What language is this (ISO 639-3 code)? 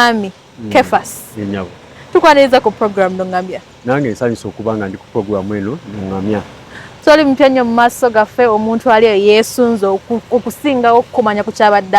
lug